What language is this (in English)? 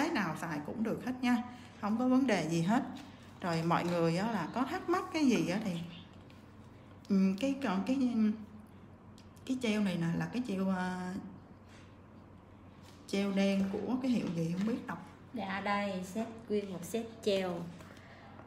Vietnamese